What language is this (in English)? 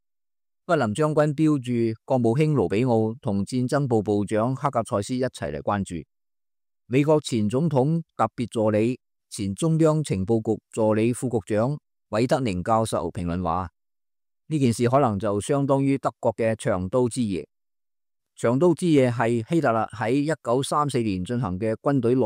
Cantonese